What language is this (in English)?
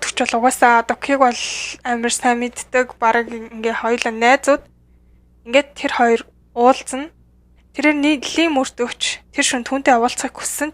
Mongolian